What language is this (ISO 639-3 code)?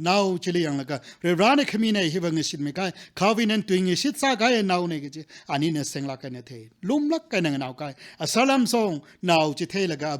nmf